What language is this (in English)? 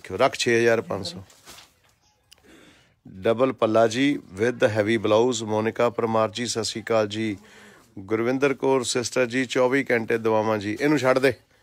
Punjabi